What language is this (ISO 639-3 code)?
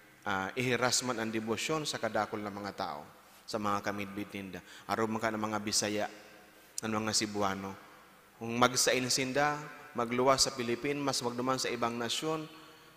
bik